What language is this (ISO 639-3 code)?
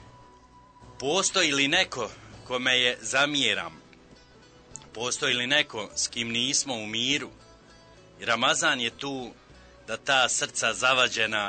bos